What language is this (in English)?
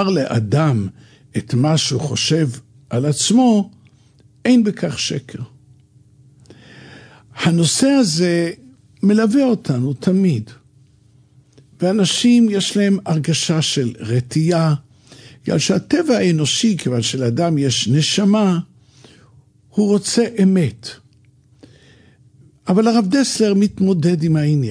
Hebrew